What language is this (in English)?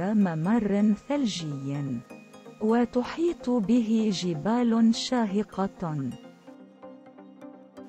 Arabic